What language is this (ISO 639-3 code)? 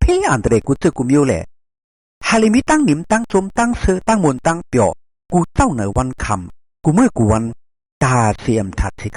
shn